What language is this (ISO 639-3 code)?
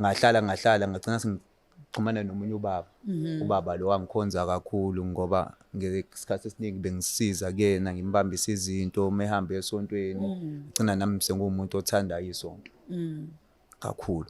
zul